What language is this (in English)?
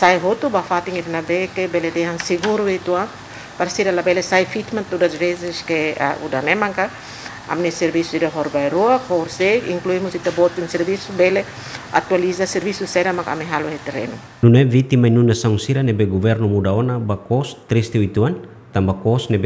Tetum